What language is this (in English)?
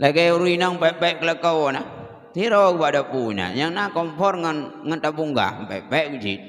Achinese